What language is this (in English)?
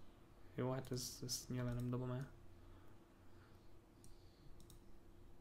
Hungarian